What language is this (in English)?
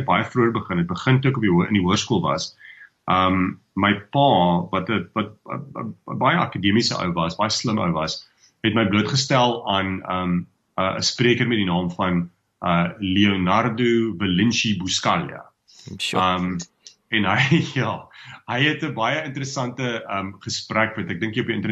Afrikaans